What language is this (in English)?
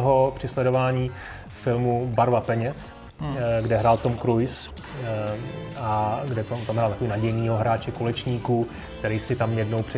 Czech